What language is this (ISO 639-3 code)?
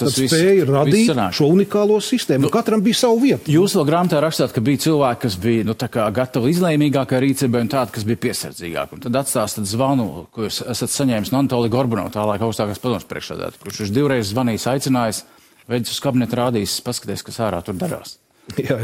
lav